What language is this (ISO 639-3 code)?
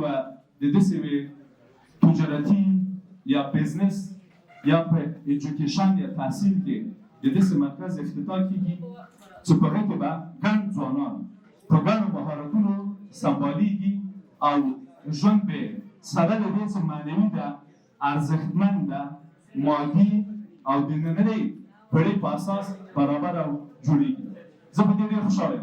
pus